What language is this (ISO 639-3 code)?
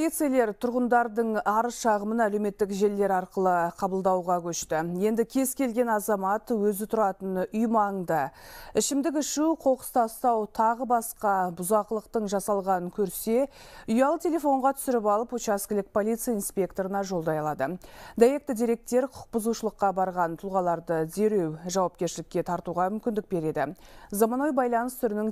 kaz